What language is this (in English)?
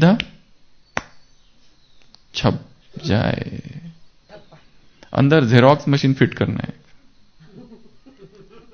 Hindi